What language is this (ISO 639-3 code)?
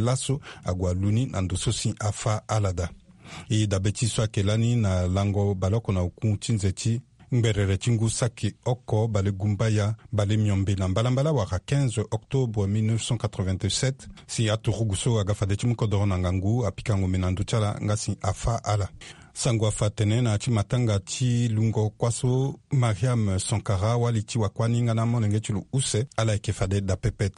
sag